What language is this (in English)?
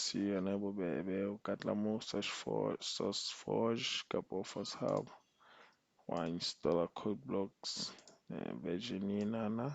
Southern Sotho